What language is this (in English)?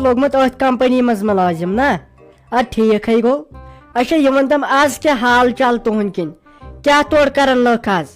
Kashmiri